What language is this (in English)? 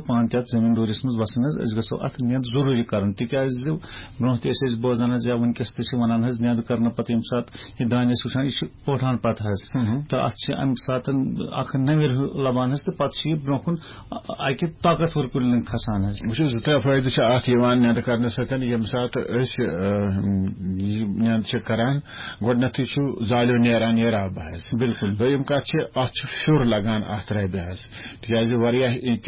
Kashmiri